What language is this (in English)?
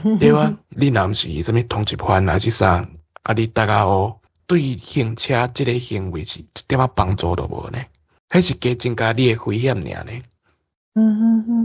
Min Nan Chinese